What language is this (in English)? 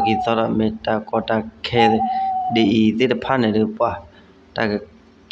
S'gaw Karen